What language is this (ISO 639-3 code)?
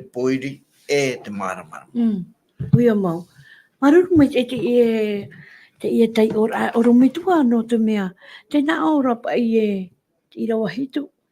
tah